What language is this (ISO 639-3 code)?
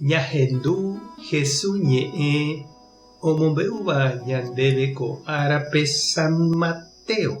grn